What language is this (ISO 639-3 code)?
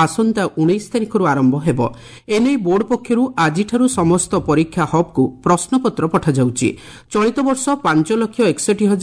ori